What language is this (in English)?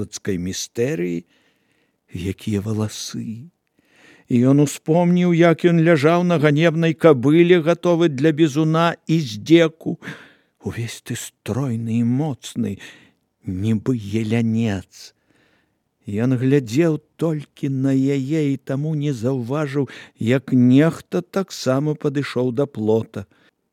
Belarusian